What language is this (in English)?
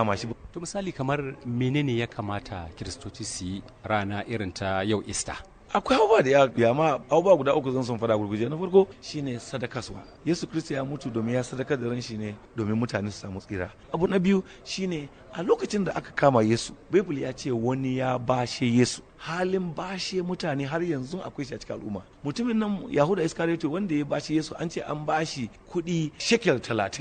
Hausa